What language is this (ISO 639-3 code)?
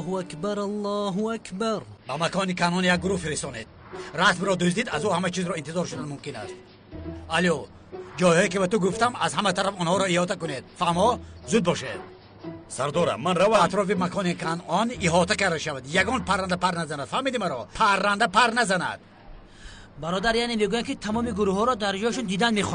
tgk